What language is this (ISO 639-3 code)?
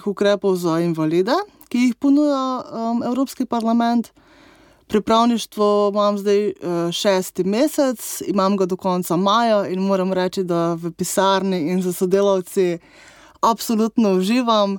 slv